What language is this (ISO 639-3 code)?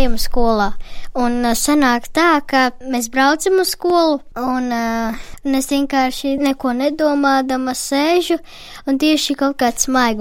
lav